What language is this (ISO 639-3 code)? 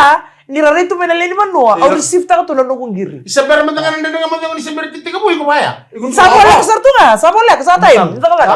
fij